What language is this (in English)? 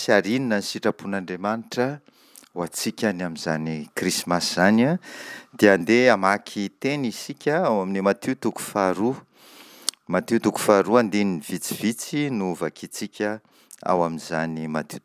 Malagasy